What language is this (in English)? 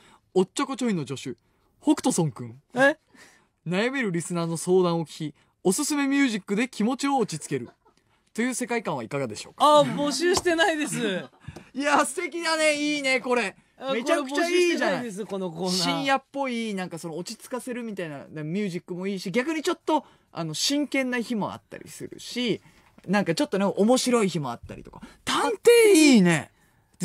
Japanese